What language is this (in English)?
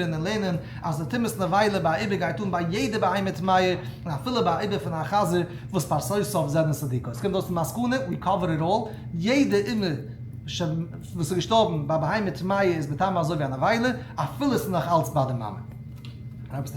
Yiddish